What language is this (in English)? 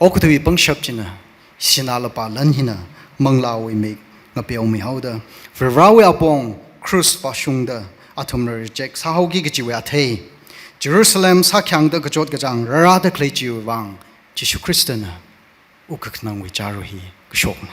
Tangkhul Naga (India)